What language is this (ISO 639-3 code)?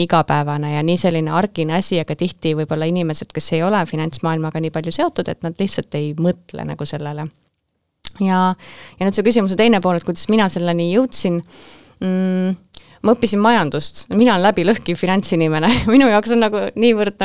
est